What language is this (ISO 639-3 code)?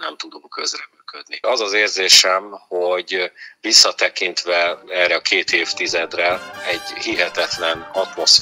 hun